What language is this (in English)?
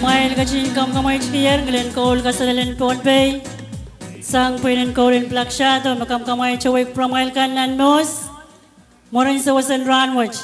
Pohnpeian